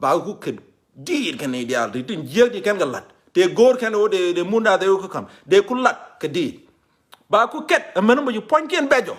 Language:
Nuer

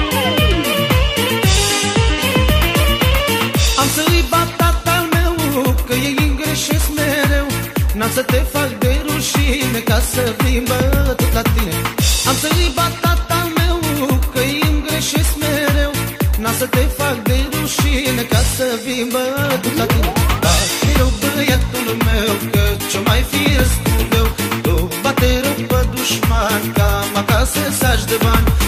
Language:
Romanian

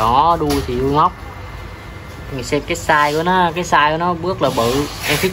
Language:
Vietnamese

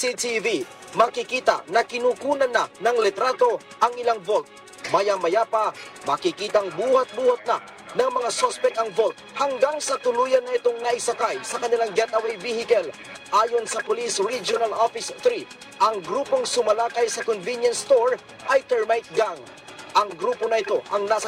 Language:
Filipino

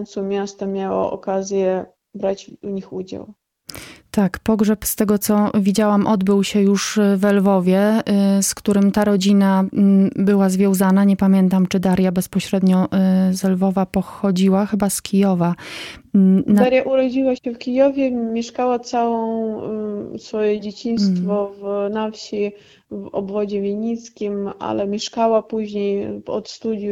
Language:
Polish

